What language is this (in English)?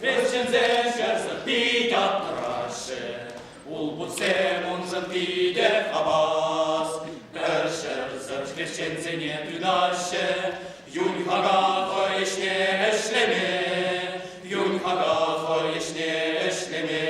Chuvash